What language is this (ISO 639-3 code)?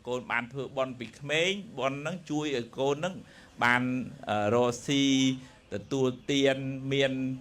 khm